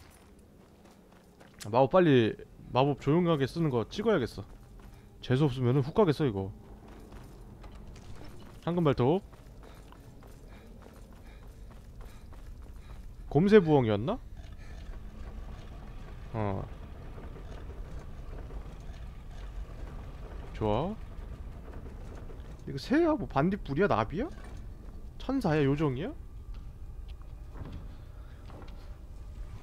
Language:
Korean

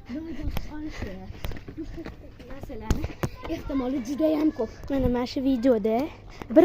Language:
Uzbek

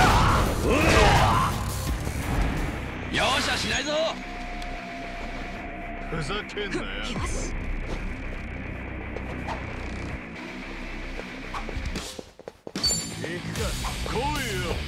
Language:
Japanese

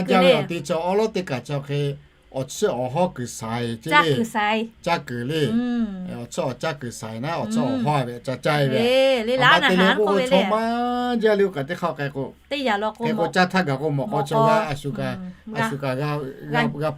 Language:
Lahu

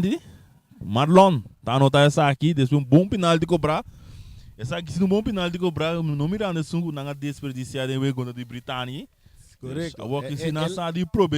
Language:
Papiamento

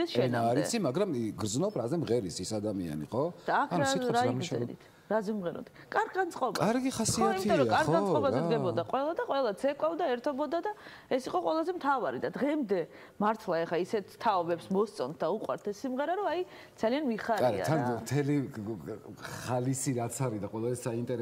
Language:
Georgian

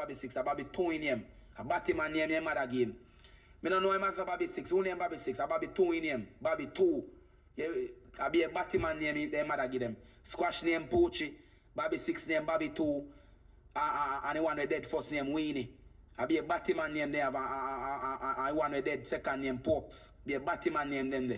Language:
Jamaican Creole English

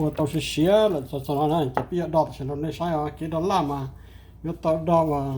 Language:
Hmong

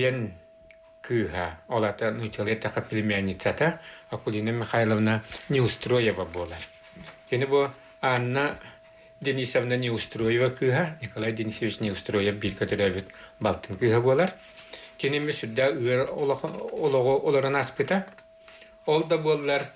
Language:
Yakut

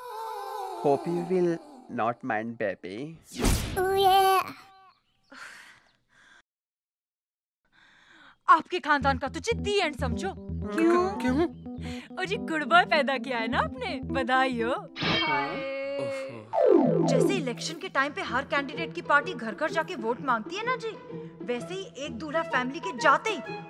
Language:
Hindi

